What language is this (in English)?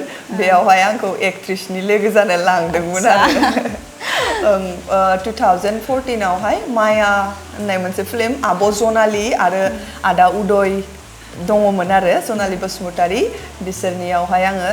Bodo